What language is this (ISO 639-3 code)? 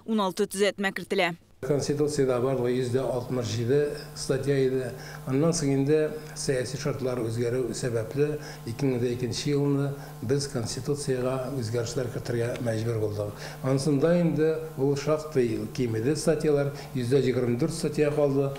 tat